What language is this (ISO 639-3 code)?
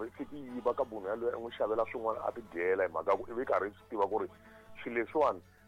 tso